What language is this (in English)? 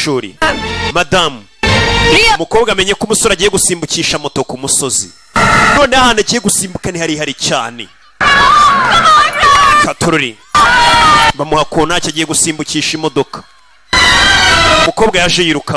Kinyarwanda